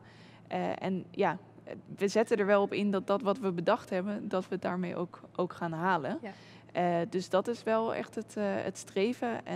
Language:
Dutch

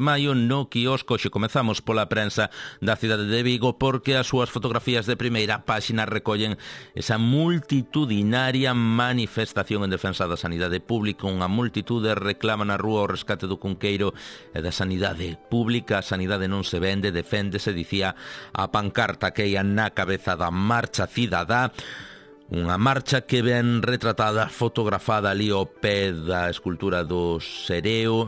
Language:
Galician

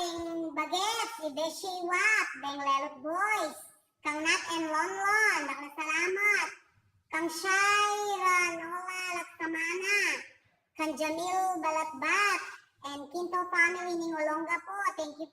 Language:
Pampanga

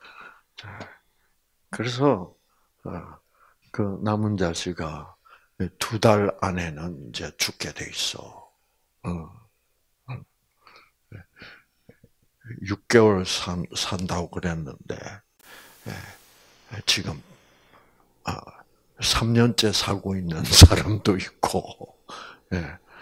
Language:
Korean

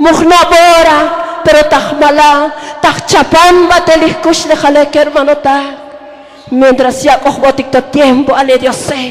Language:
Tzotzil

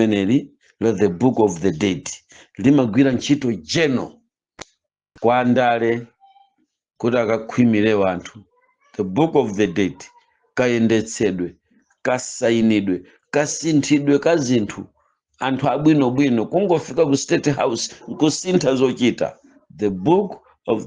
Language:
Nyanja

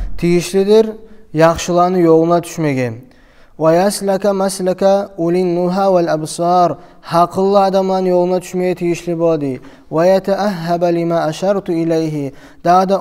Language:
Kumyk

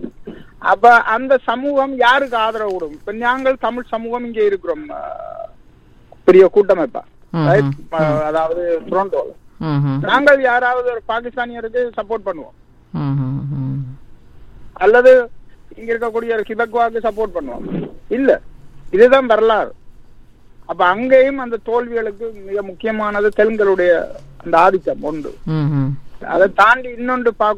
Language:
Tamil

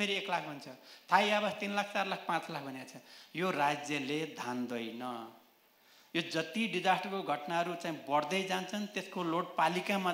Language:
Nepali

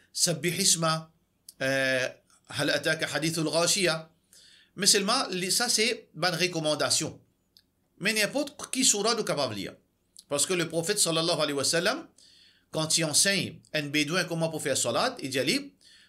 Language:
Morisyen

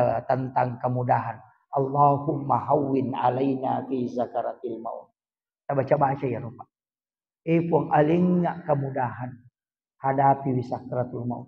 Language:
Buginese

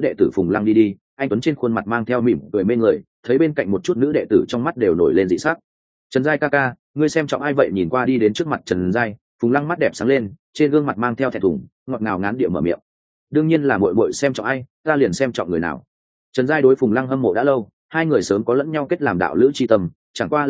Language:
Vietnamese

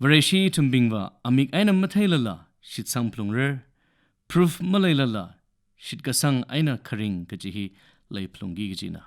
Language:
Tangkhul Naga (India)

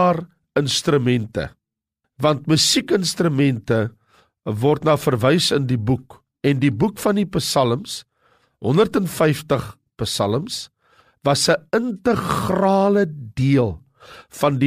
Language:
Afrikaans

